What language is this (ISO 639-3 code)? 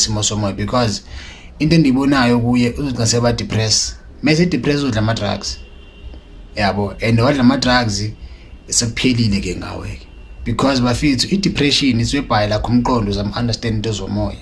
zul